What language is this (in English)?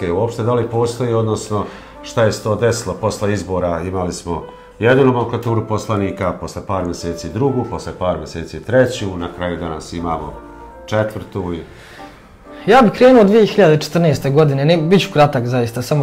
Serbian